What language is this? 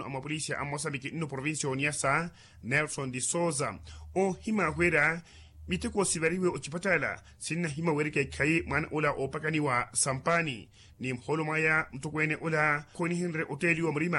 Makhuwa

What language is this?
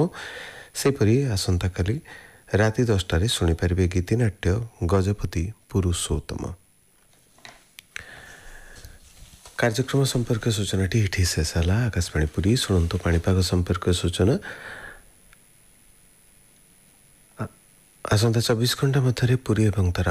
Odia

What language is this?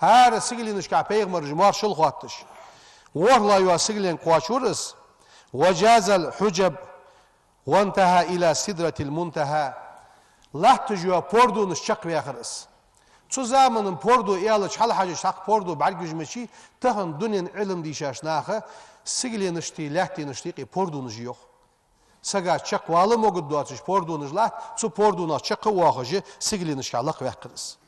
Ingush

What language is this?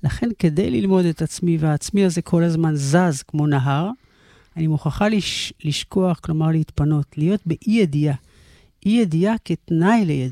Hebrew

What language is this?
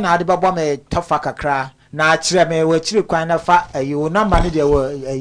Akan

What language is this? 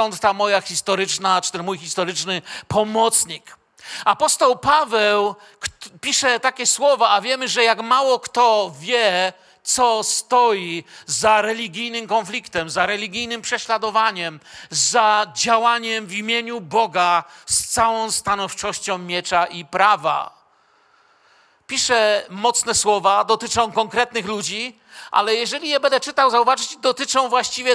Polish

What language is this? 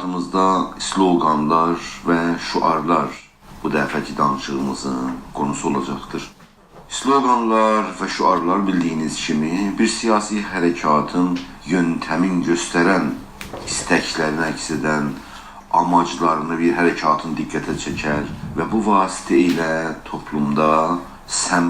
South Azerbaijani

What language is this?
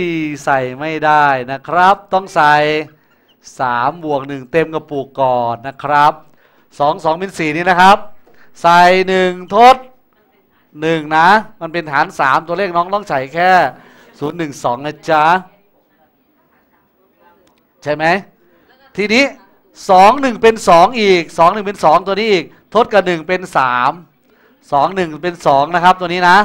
Thai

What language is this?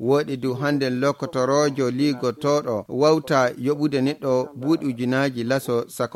Fula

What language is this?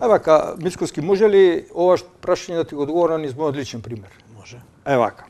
Macedonian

